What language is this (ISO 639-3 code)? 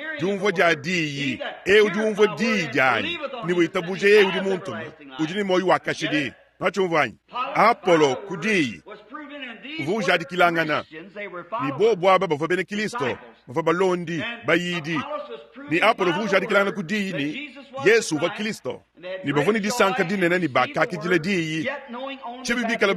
lua